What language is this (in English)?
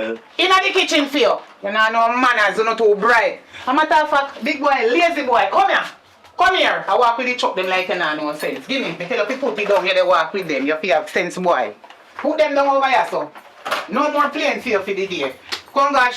Jamaican Creole English